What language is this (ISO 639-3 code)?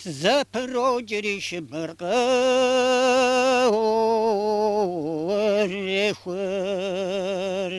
kbd